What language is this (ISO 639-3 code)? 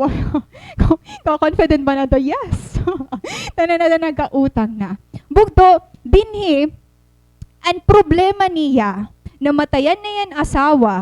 war